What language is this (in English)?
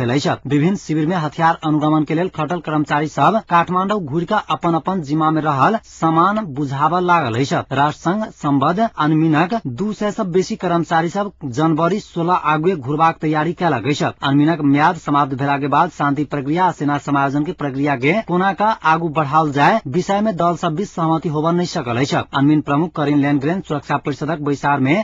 Maithili